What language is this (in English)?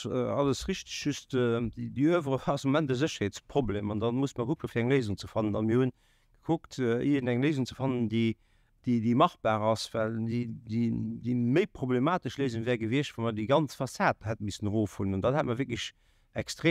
Luxembourgish